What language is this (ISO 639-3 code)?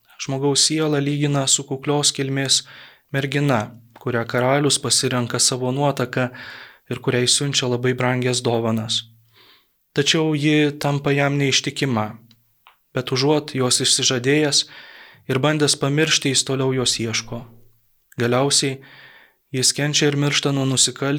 lit